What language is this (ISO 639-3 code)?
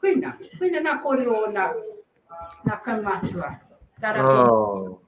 mri